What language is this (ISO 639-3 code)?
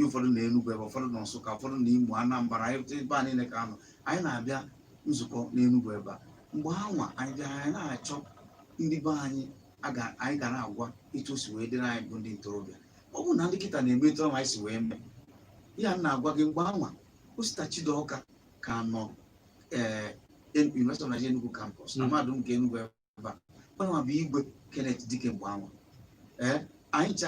ibo